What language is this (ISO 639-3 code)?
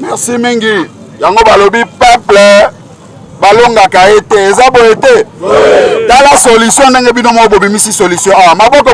lin